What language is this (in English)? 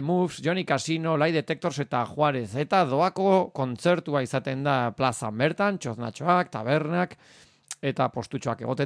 Basque